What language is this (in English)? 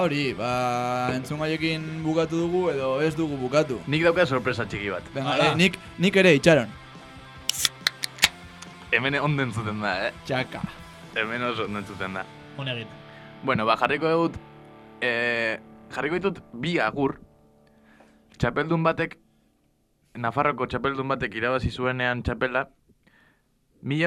Basque